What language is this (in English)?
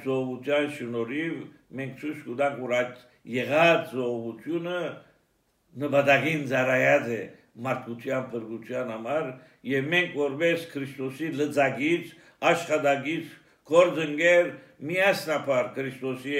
Armenian